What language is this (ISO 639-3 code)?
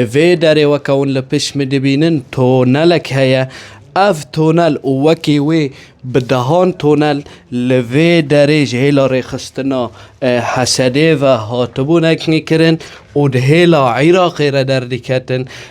kur